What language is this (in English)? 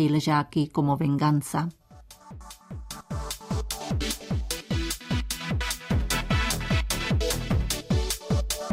Spanish